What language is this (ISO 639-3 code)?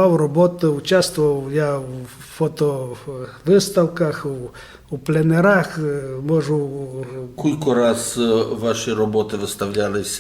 rue